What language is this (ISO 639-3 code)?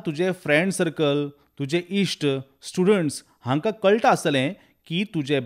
kok